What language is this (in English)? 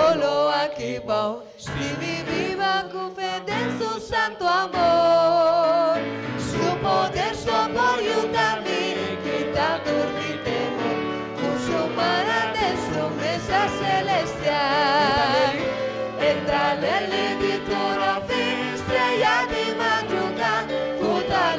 Papiamento